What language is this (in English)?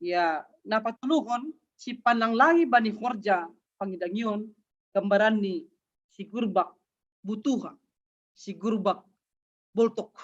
Batak Simalungun